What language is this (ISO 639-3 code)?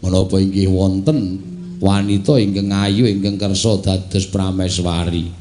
jav